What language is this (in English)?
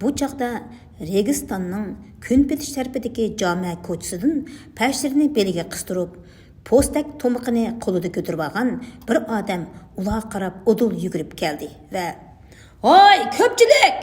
Uyghur